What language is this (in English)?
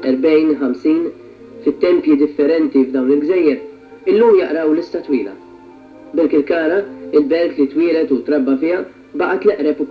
Maltese